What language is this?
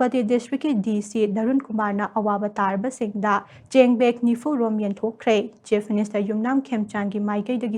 Manipuri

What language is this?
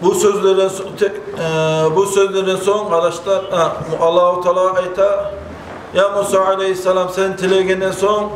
Kumyk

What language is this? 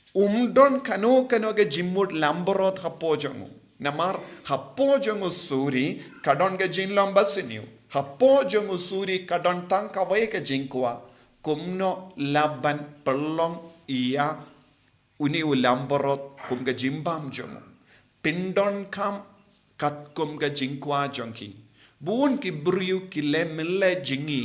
Khasi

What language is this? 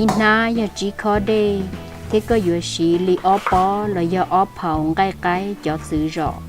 Hmong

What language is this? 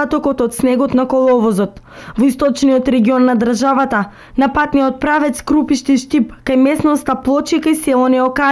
Macedonian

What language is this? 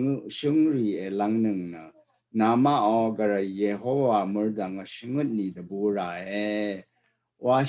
Rawang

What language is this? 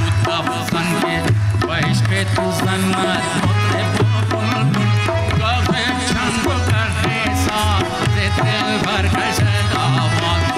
Persian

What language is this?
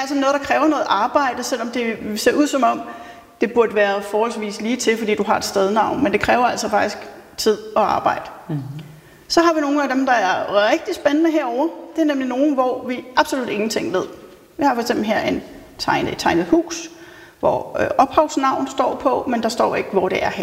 Danish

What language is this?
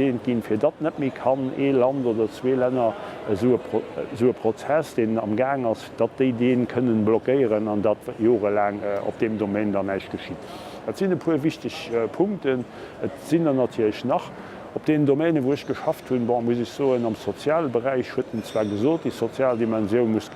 Luxembourgish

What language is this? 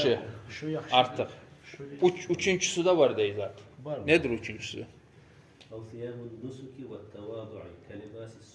Kumyk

